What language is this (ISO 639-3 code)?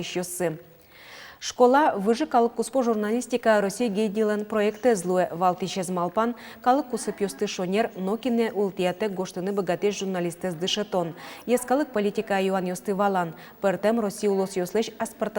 udm